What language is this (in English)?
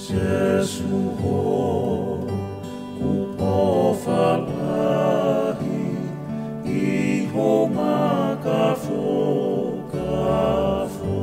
Tongan